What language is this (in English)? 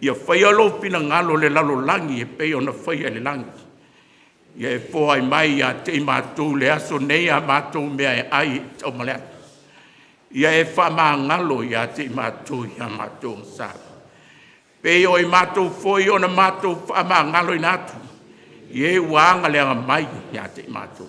Samoan